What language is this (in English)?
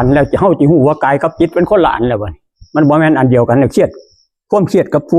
Northeastern Thai